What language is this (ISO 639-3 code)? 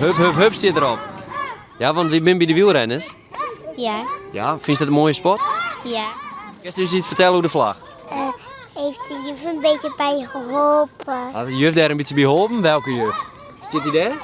fry